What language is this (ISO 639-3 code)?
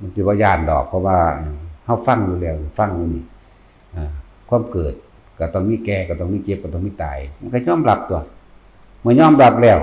lao